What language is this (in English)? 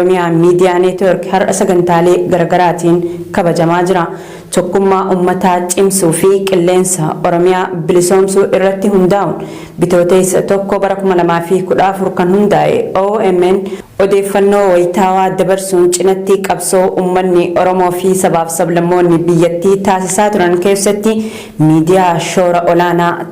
Oromo